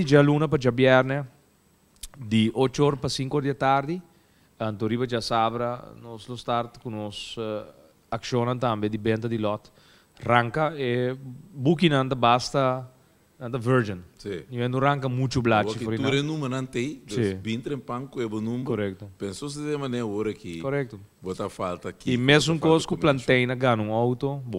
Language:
Papiamento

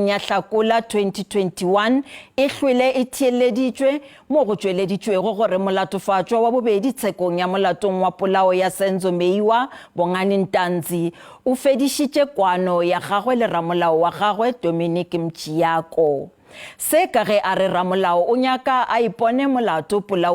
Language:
Northern Sotho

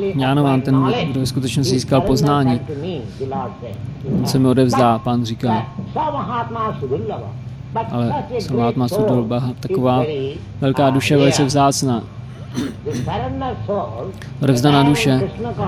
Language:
Czech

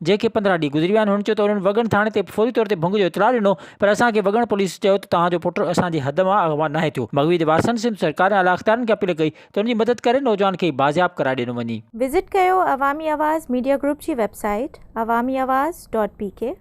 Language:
Sindhi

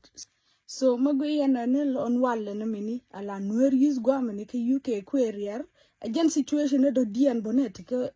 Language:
Nuer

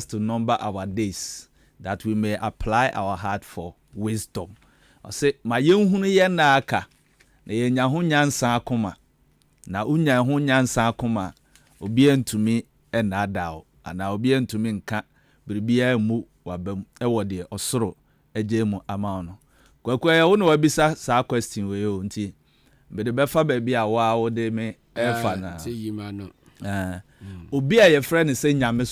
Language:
Akan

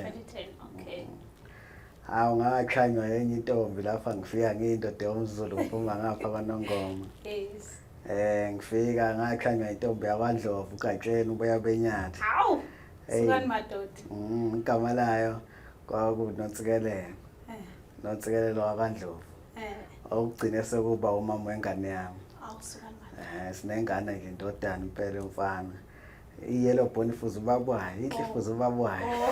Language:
Zulu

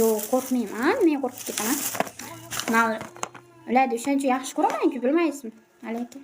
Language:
Uzbek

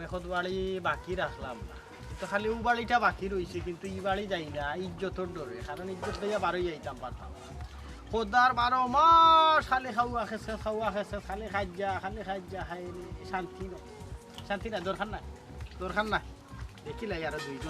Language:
Sylheti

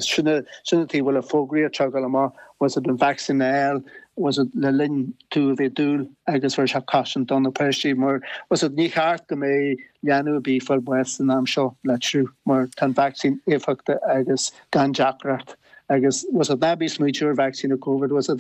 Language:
Irish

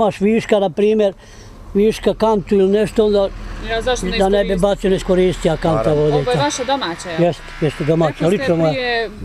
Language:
Bosnian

